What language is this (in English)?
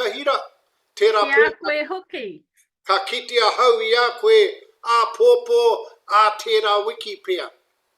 Māori